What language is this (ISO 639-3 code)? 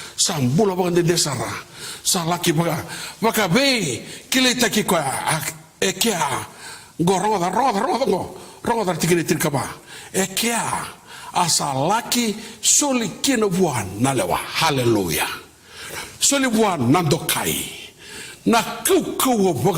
fij